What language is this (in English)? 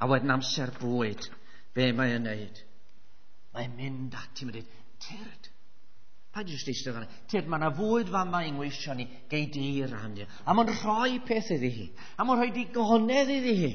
Welsh